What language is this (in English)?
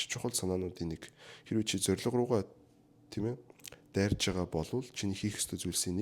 Mongolian